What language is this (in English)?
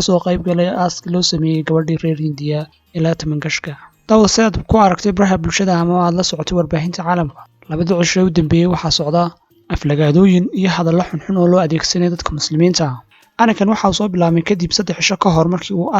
Somali